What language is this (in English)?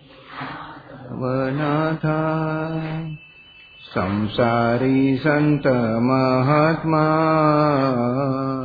Marathi